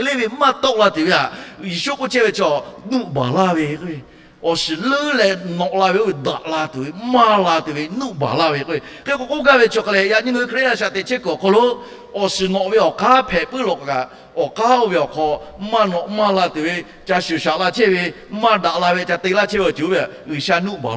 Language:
Lahu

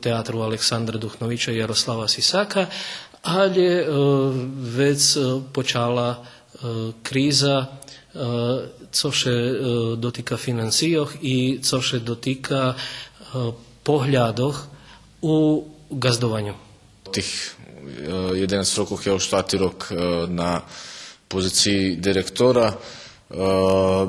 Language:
Rusyn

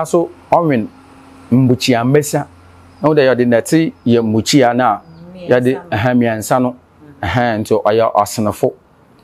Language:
Akan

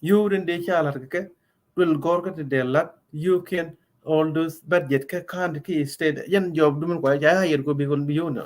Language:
Nuer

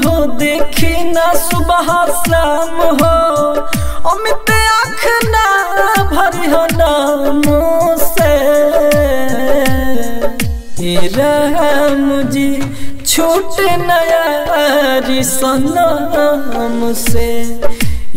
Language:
Bhojpuri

